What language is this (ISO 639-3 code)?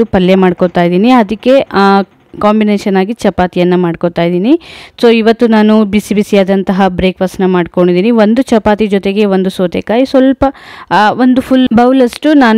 kan